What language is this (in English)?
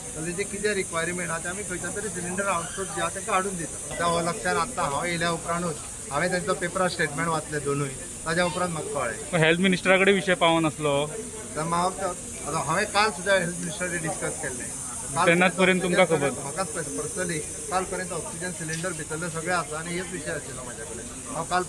Konkani